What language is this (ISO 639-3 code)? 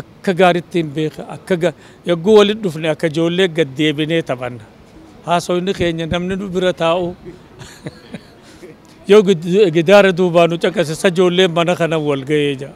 orm